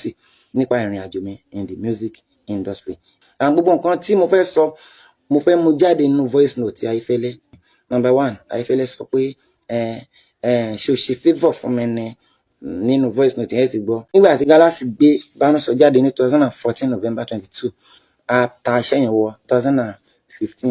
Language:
Yoruba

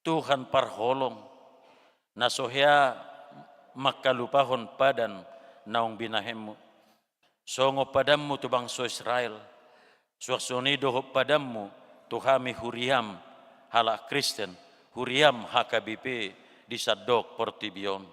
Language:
Batak Toba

